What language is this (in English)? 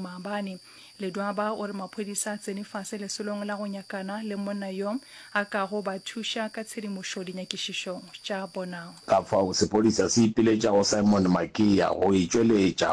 Northern Sotho